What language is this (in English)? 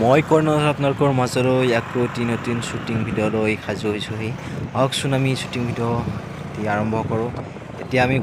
Assamese